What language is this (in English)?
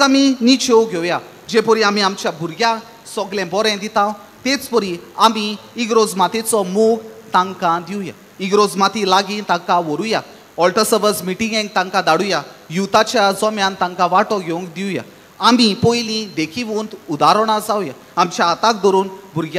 Konkani